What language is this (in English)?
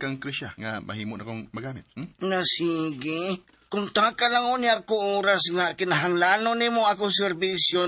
Cebuano